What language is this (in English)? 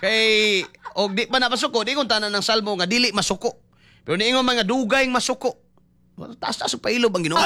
Cebuano